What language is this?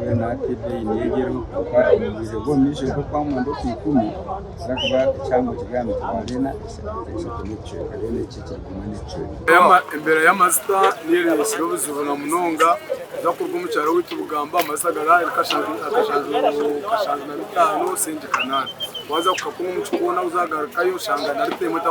Nyankole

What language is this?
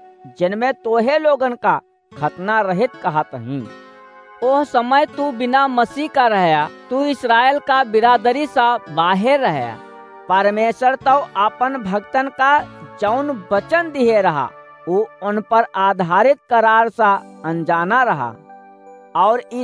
Awadhi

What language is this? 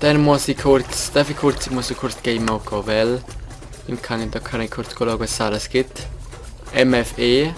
Swiss German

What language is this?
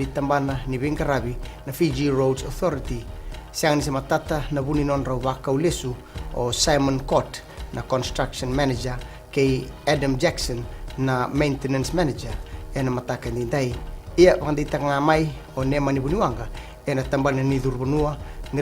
Fijian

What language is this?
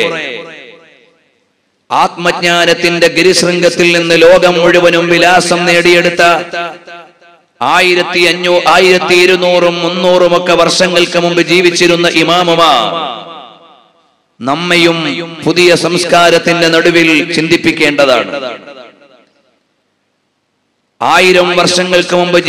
Malayalam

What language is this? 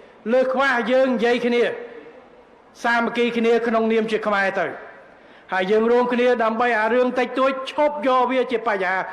Khmer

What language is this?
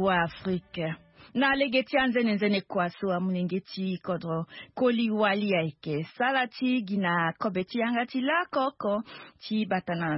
Sango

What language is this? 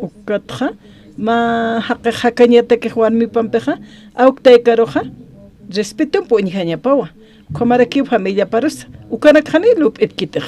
Aymara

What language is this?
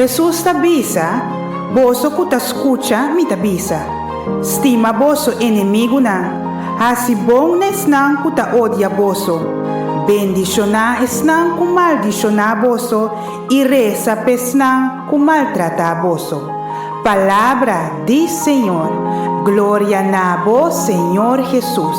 Papiamento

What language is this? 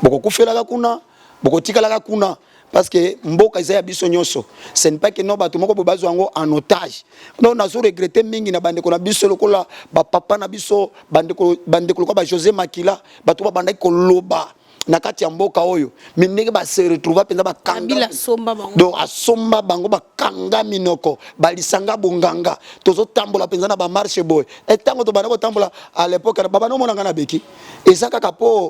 Lingala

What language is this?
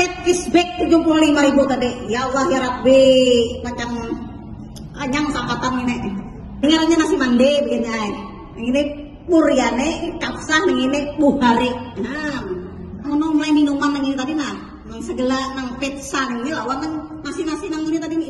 Banjar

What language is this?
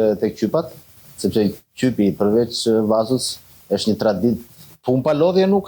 Albanian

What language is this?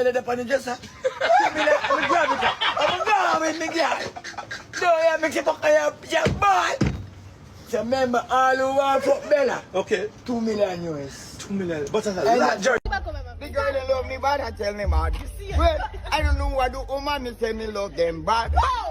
Jamaican Creole English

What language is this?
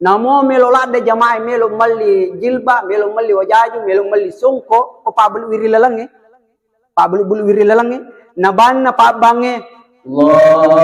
Buginese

